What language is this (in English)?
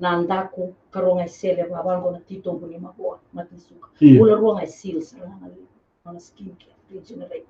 Fijian